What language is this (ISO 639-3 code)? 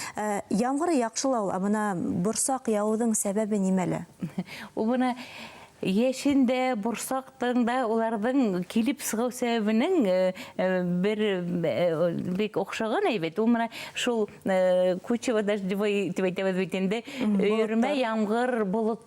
bak